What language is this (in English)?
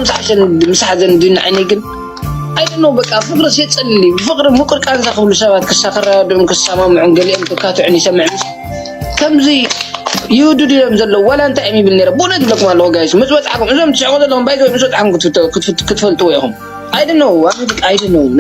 Tigrinya